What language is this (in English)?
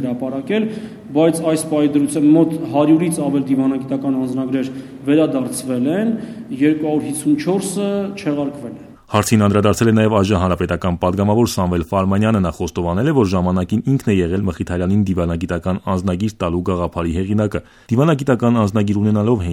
Armenian